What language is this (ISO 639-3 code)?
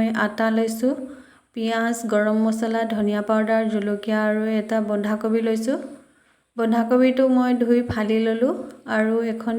asm